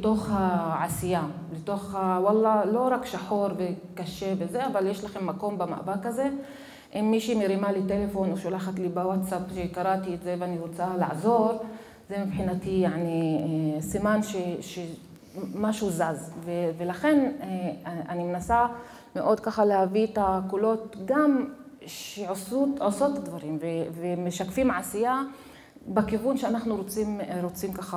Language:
Hebrew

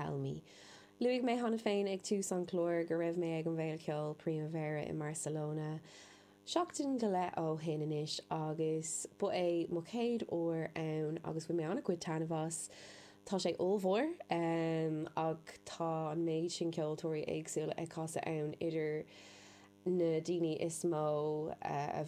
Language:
Irish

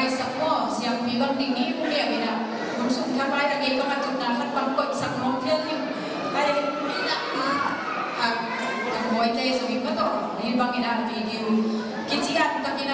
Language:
Tedim Chin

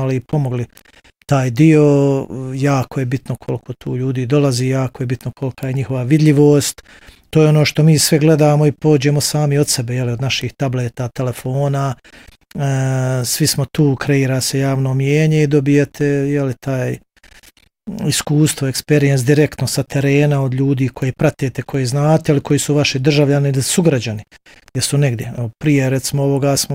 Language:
Bosnian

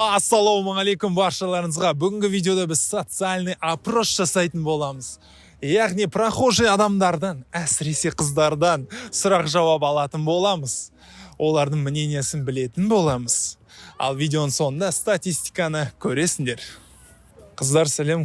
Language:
Kazakh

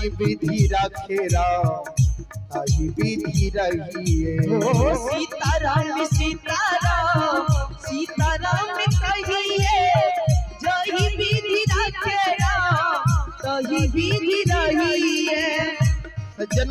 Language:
Maithili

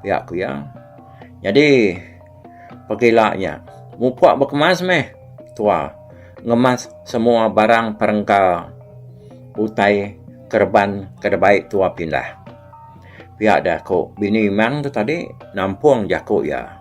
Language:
Iban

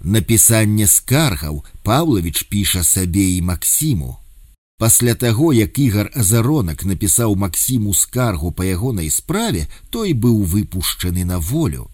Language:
Belarusian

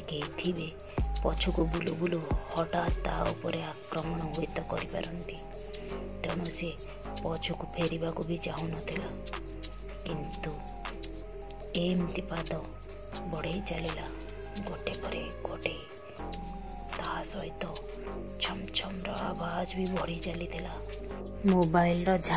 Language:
Odia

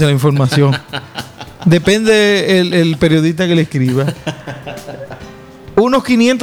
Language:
Spanish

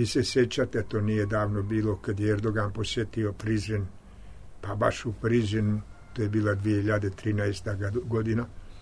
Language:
Serbian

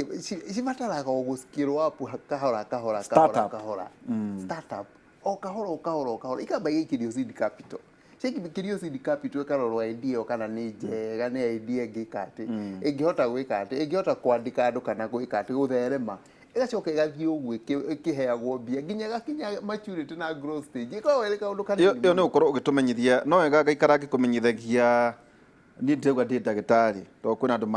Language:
Kikuyu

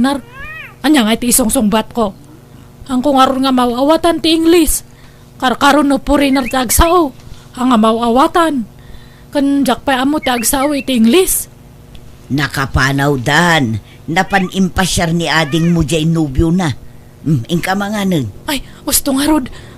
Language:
Iloko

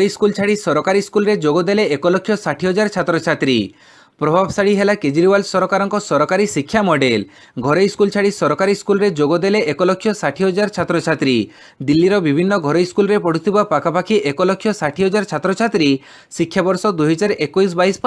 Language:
Odia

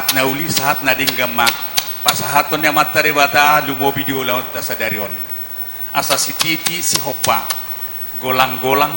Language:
Batak Toba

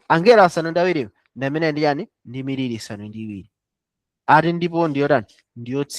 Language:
Nyanja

